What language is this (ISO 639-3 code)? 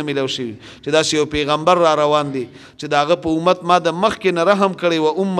pus